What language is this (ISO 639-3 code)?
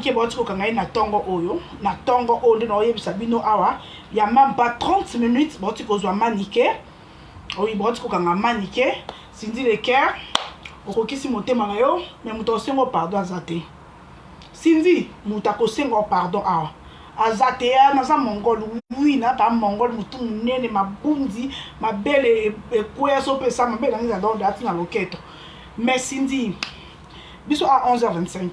lin